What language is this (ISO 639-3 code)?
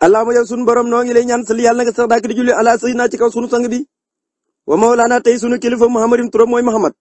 wol